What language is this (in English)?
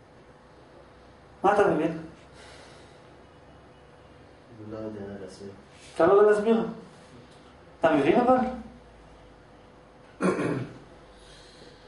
Hebrew